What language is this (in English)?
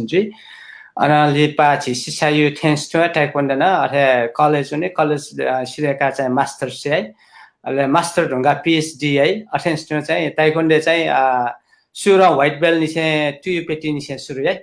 Newari